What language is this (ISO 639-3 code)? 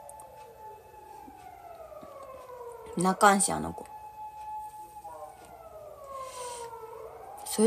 jpn